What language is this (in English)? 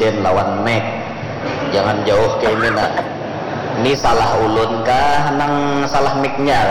Banjar